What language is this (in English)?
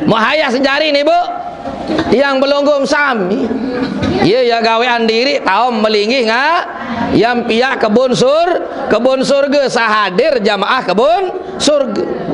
Sasak